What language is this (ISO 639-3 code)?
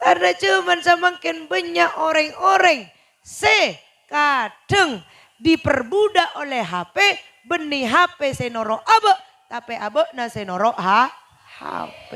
mad